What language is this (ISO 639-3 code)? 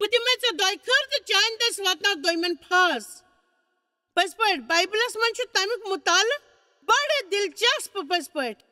kas